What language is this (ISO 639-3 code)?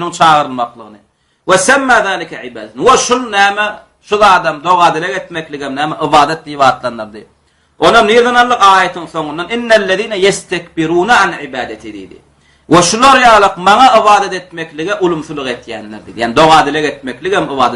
tuk